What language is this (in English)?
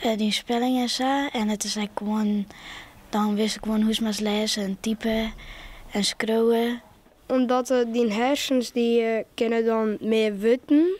Western Frisian